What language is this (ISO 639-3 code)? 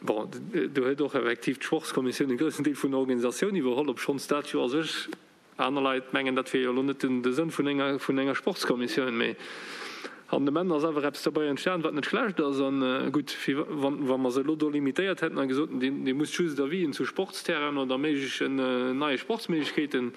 ltz